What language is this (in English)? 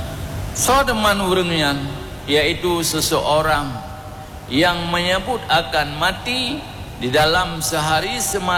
Achinese